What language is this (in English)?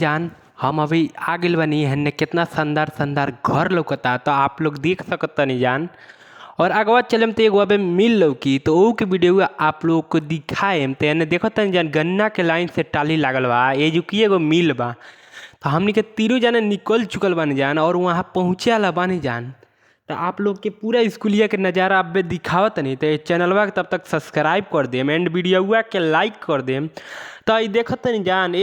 Bhojpuri